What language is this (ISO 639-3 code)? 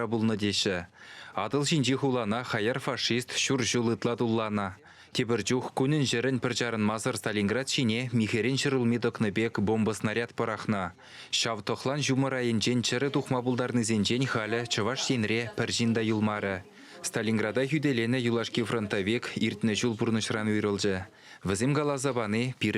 chv